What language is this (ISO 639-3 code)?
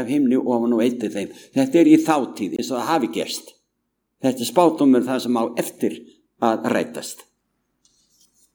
isl